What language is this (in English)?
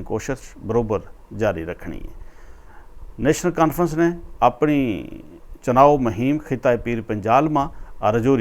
Gujari